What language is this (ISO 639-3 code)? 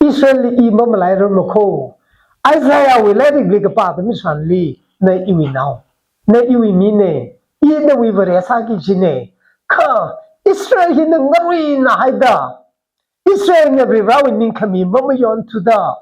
nmf